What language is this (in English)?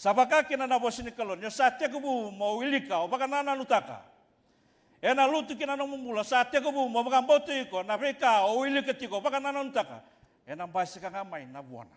Fijian